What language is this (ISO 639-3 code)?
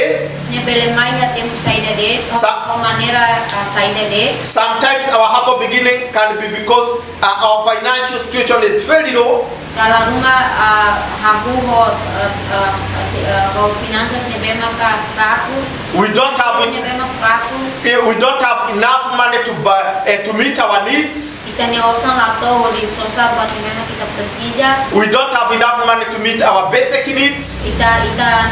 tet